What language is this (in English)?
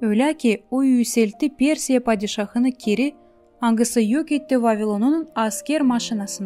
Gagauz